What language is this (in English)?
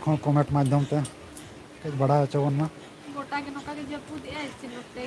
Santali